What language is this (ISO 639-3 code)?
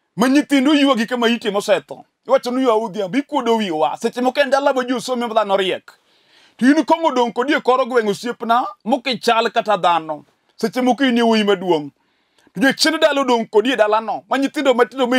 luo